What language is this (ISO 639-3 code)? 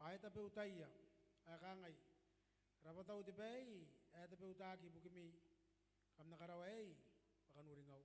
gil